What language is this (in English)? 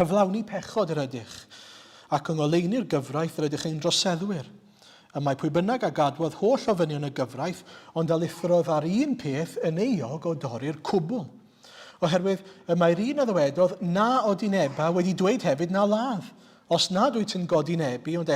Welsh